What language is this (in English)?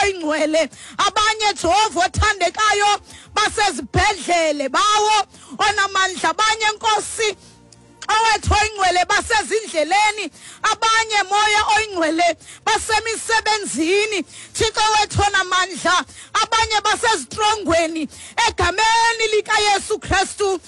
Xhosa